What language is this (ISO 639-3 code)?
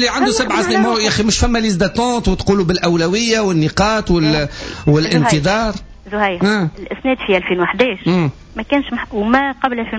aeb